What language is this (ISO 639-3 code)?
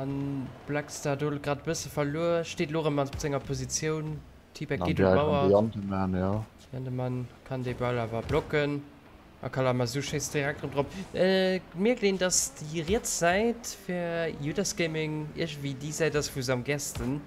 ltz